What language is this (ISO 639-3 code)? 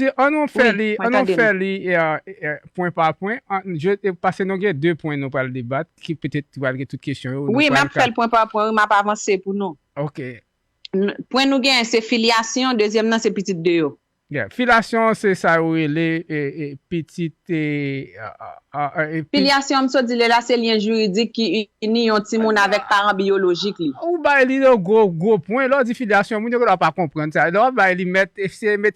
hat